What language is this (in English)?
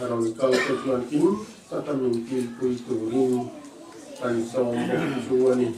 Mizo